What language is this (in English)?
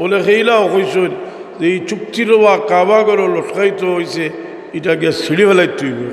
Sylheti